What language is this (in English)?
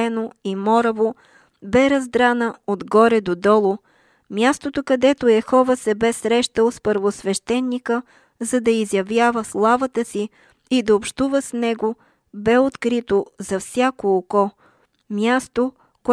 Bulgarian